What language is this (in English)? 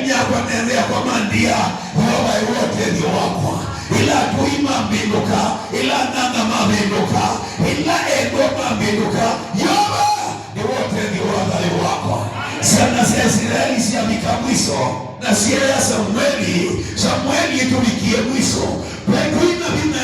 Kamba